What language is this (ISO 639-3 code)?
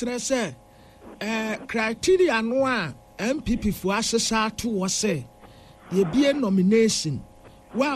aka